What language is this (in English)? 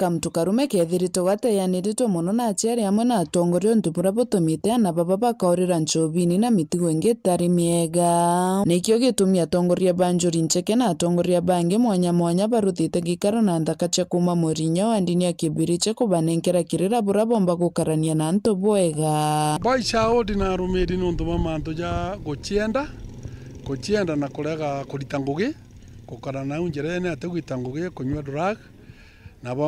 Meru